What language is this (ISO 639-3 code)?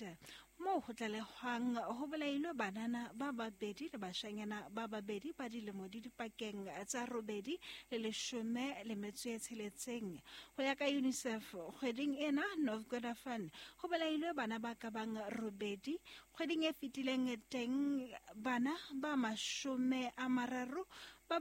sot